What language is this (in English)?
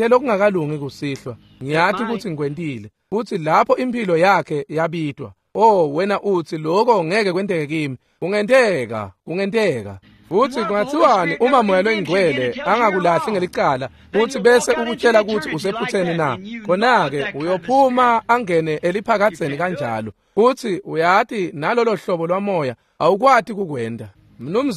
Swati